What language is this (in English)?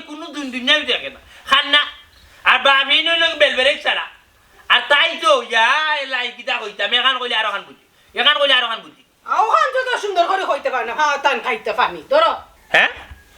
Sylheti